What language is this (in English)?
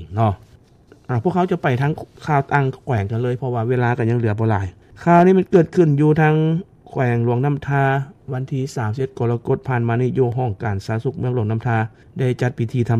Lao